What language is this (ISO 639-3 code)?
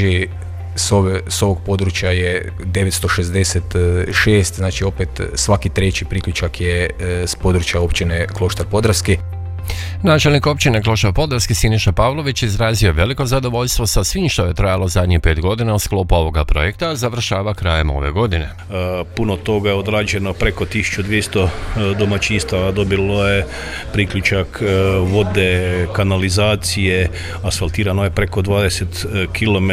hrv